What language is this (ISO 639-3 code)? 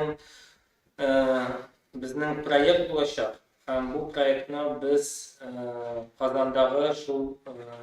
tat